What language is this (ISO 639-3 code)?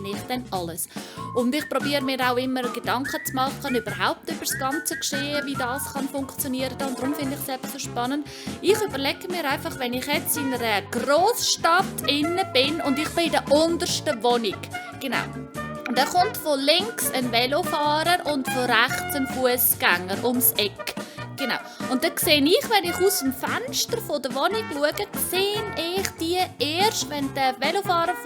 gsw